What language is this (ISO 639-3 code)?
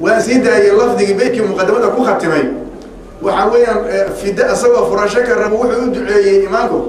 som